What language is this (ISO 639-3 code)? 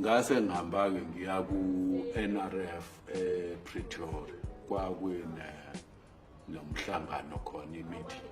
zul